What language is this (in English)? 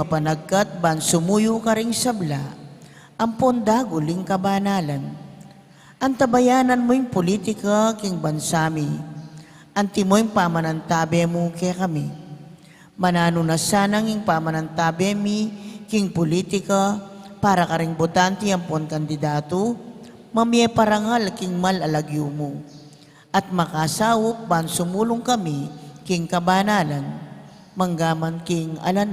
Pampanga